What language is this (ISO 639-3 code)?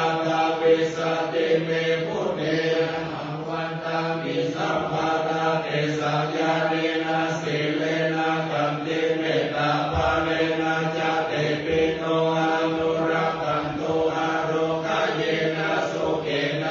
pli